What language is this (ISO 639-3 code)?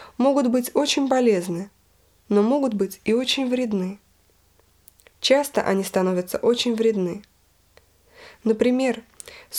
rus